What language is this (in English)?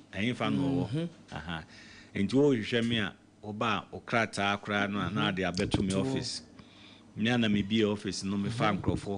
Akan